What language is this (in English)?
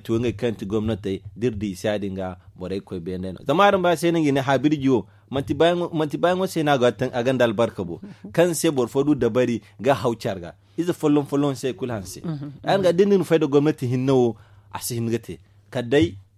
Zarma